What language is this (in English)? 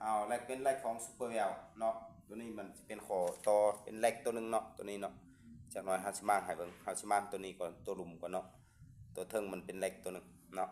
Lao